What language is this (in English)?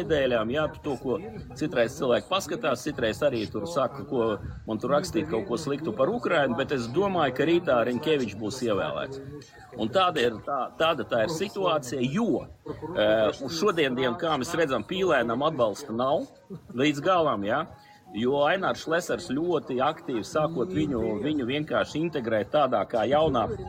Latvian